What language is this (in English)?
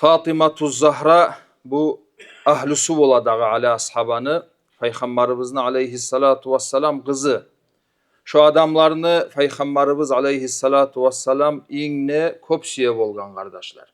Kumyk